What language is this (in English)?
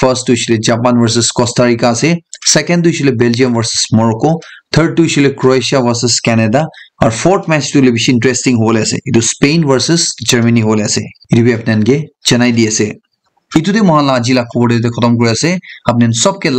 Naga Pidgin